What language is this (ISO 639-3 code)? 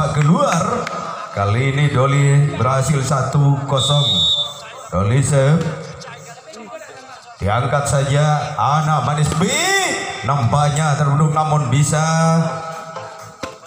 ind